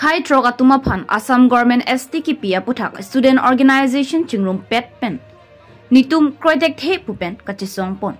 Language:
Karbi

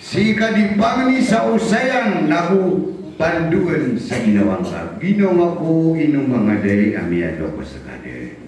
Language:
Maranao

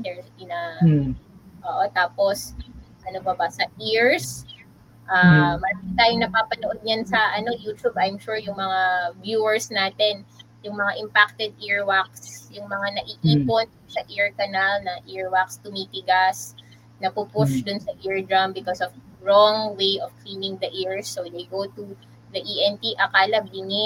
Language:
Filipino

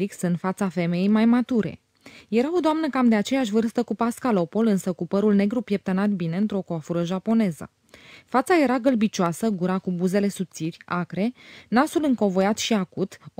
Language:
Romanian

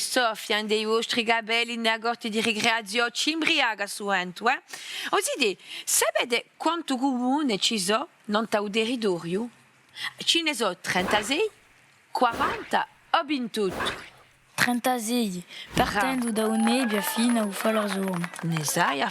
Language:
Corsican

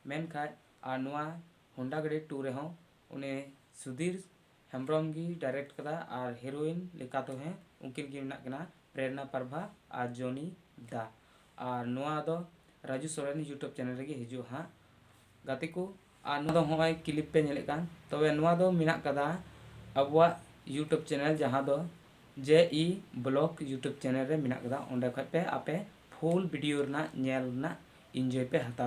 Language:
Santali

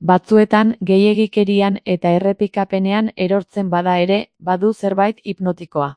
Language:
Basque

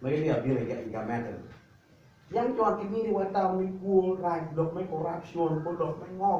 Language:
Acoli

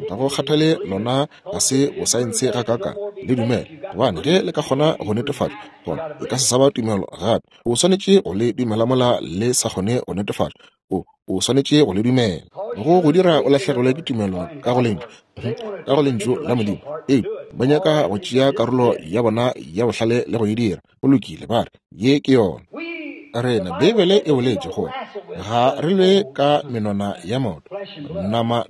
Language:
Northern Sotho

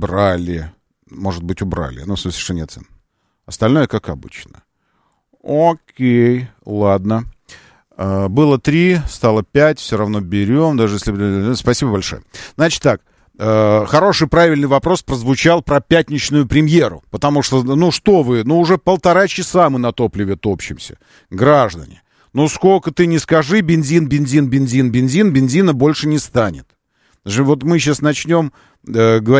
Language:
Russian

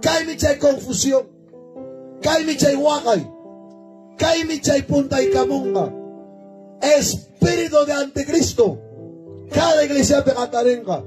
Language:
Ayacucho Quechua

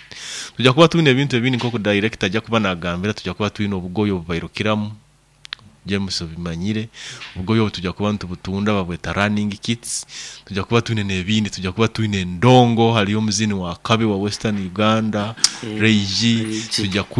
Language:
Nyoro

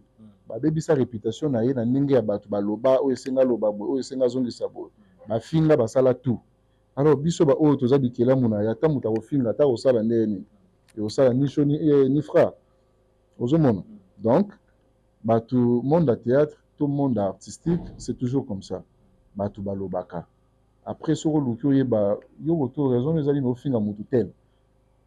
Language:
Lingala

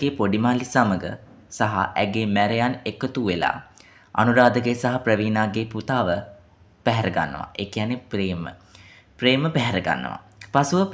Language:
Sinhala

